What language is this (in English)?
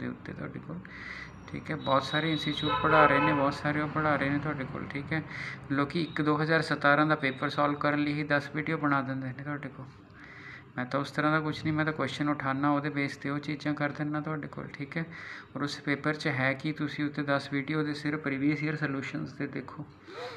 Punjabi